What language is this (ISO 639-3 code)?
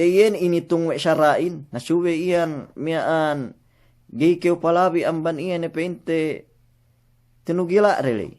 yka